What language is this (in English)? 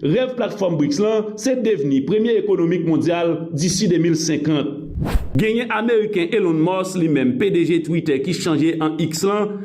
Haitian Creole